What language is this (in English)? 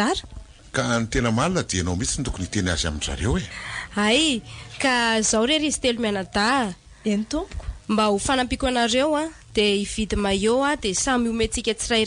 Malagasy